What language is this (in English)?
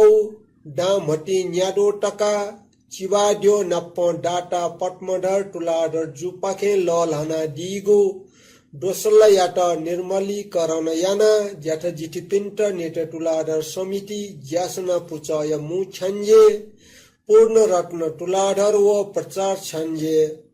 Newari